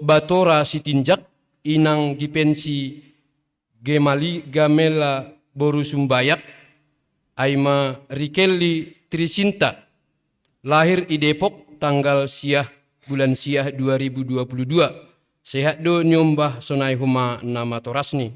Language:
Batak Simalungun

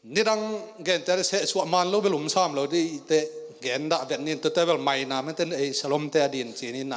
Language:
Tedim Chin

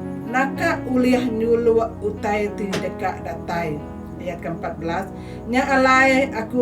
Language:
Iban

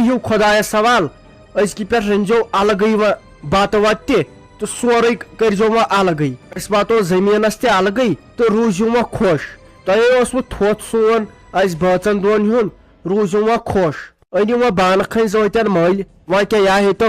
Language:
Kashmiri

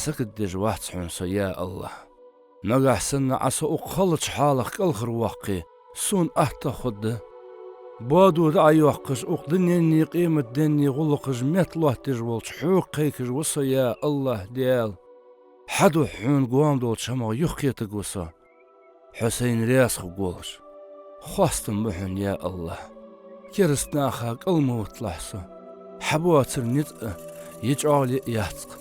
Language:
Ingush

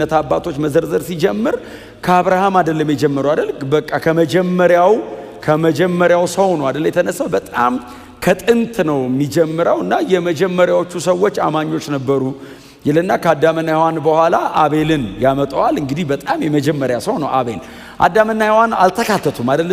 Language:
Amharic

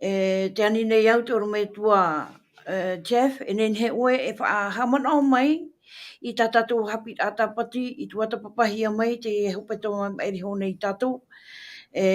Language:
Tahitian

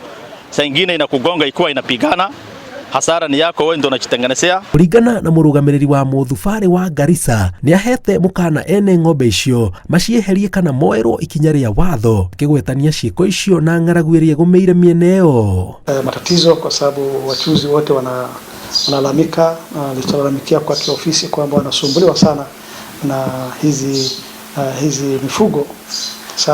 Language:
Kikuyu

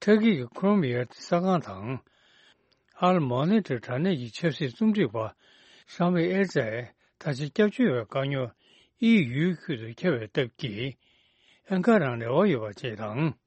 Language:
Tibetan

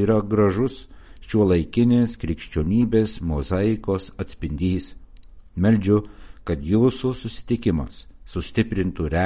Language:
Lithuanian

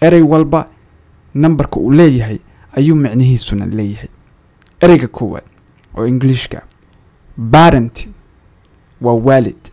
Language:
Somali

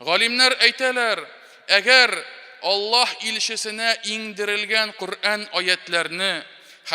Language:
Tatar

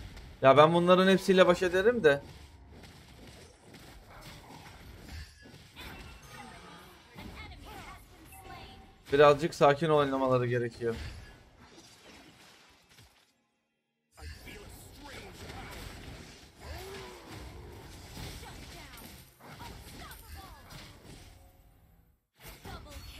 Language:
Turkish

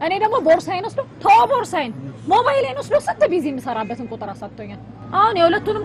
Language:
Amharic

